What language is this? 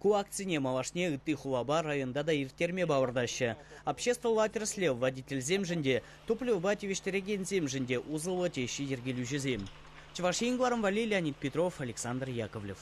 Chuvash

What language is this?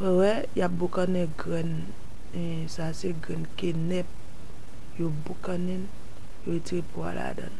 Haitian Creole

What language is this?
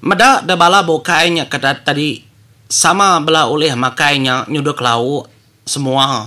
Iban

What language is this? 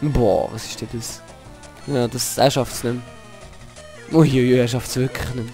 Swiss German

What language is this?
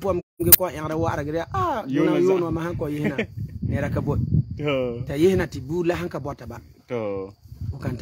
Frafra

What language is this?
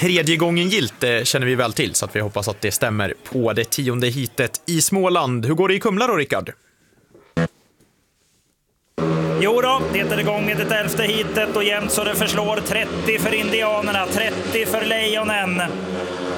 Swedish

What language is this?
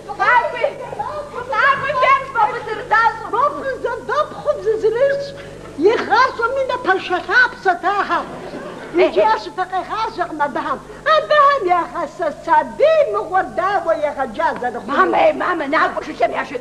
Kabardian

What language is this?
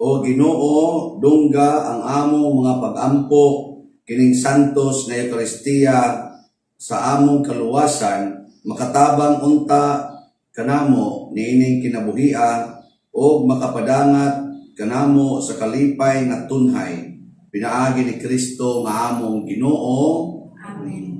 Cebuano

